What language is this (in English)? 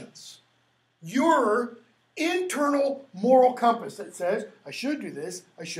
English